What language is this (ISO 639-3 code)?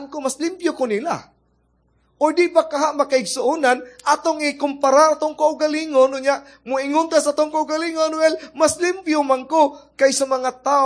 ceb